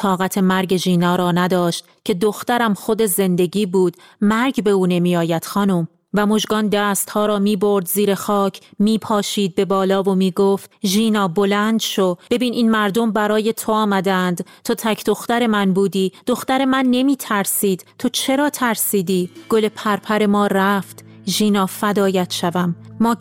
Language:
Persian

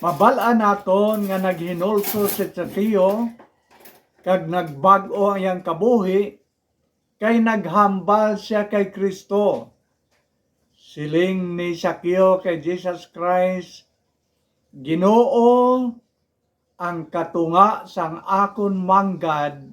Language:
Hiligaynon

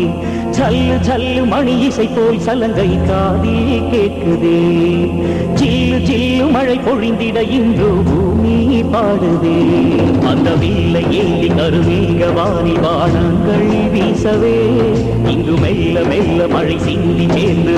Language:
Tamil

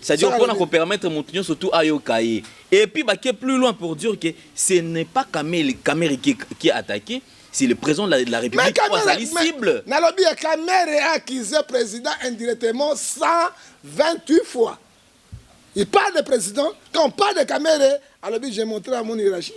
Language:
Lingala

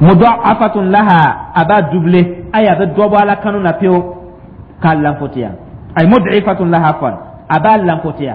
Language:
Dyula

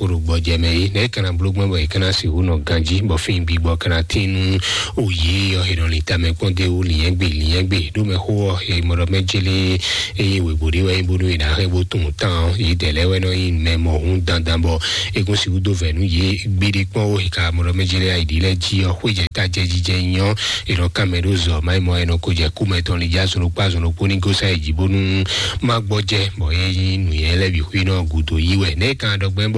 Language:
Fon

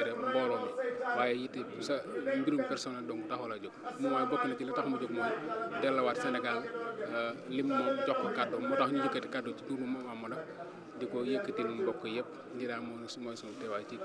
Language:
Wolof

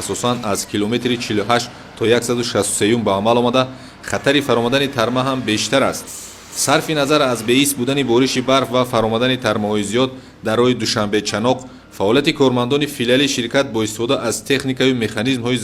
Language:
Tajik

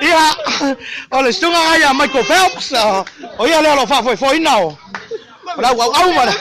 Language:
Samoan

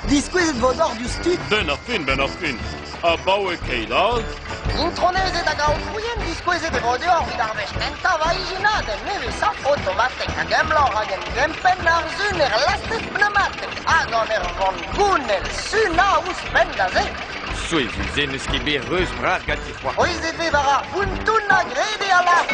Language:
Breton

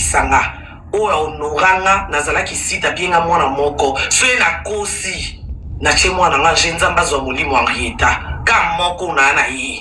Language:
Lingala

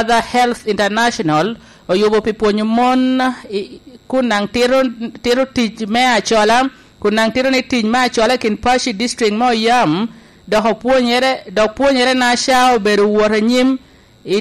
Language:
Lango (Uganda)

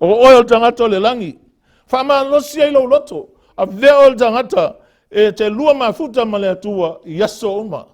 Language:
Samoan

